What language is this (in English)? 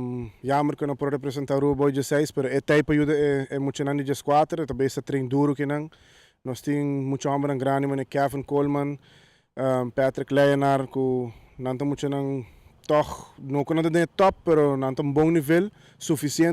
Papiamento